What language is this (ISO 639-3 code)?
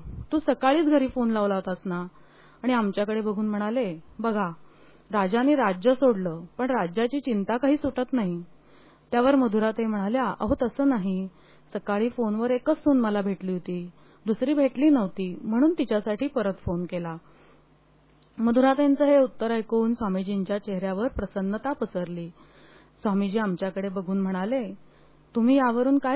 mar